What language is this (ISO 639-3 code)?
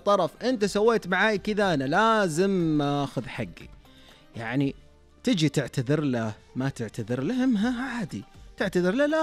ars